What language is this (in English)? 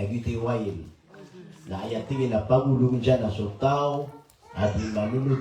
Maranao